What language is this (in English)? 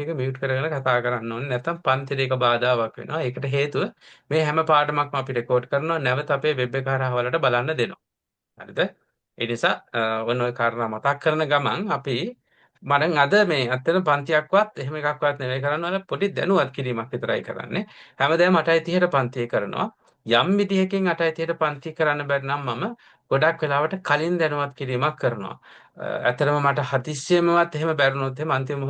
Sinhala